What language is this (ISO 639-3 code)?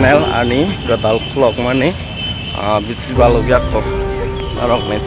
trp